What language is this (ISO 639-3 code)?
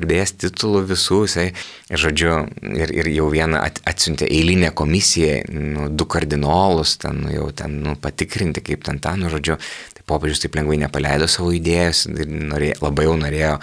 lit